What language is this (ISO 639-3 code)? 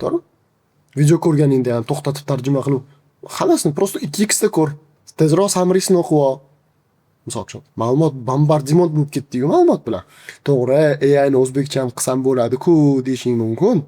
uzb